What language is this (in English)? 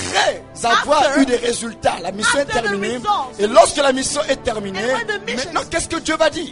French